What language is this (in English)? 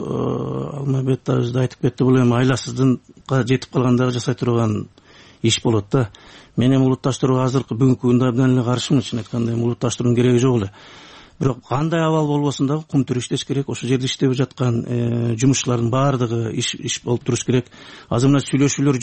Kyrgyz